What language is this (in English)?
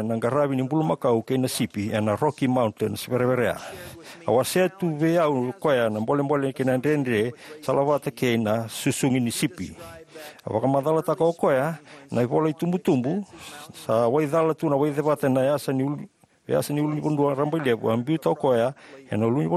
Fijian